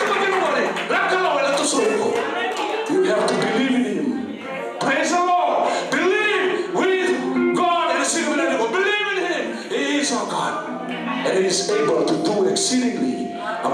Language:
Fijian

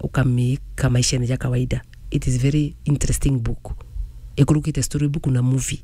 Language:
Meru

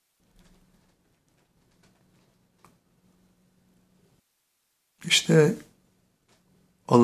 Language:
Turkish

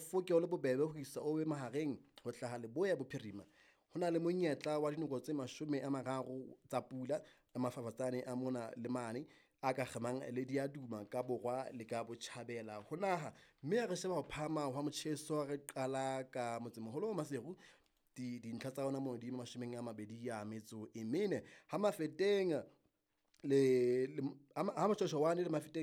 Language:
Southern Sotho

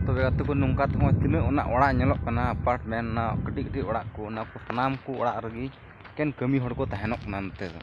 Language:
Santali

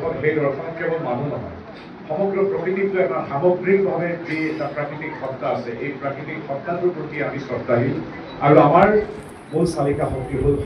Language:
Assamese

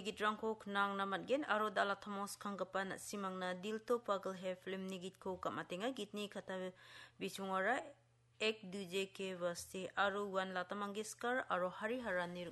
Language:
Garo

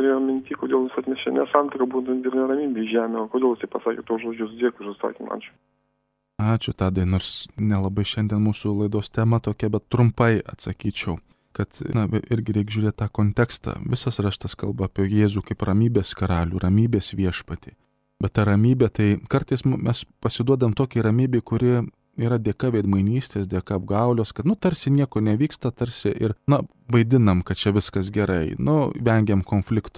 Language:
Lithuanian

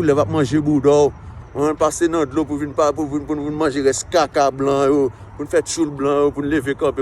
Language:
Haitian Creole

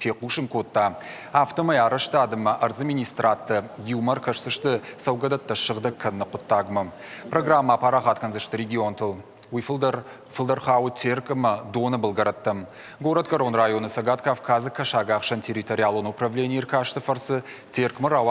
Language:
Ossetic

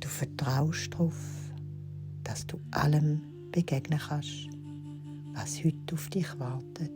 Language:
Swiss German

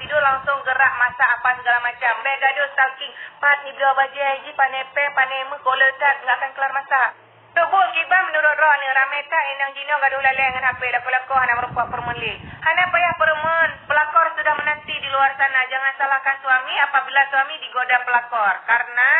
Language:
Achinese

